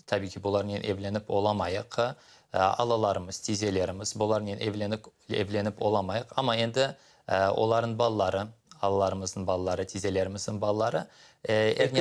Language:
Crimean Tatar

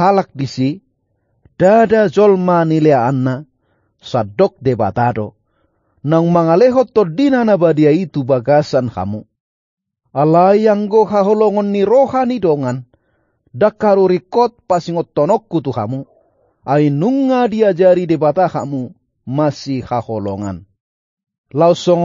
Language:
Batak Toba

